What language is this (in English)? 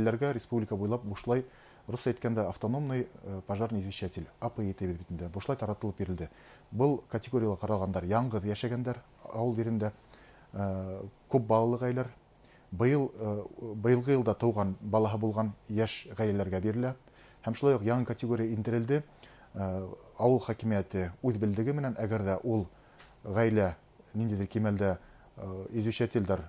Bashkir